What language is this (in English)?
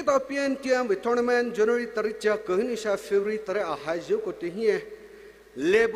Poumei Naga